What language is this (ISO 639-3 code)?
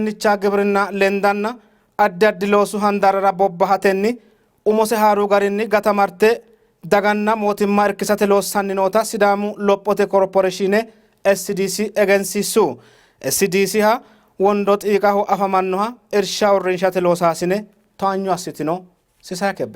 sid